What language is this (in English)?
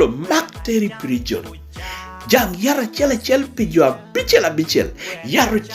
Lango (Uganda)